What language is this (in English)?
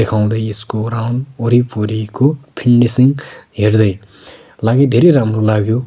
Nepali